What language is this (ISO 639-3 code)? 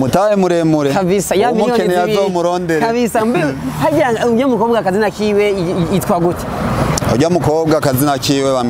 run